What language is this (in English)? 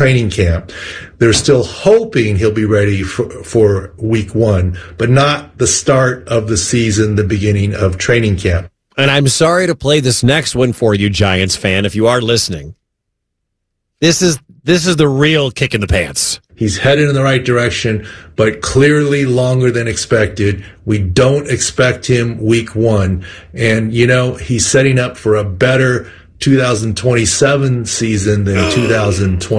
English